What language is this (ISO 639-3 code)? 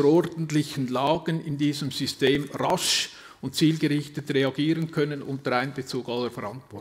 deu